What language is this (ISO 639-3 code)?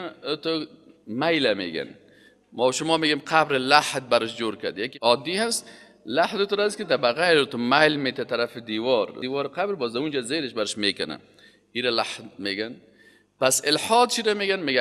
fas